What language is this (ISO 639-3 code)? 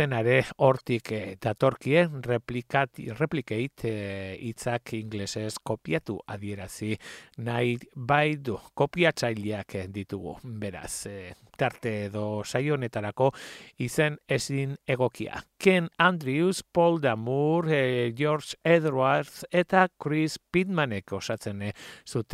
eus